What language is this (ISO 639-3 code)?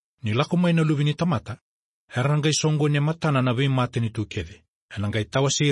fij